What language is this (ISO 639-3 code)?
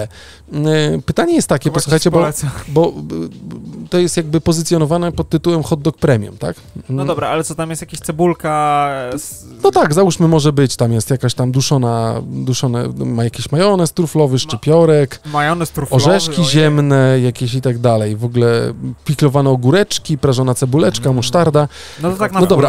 pol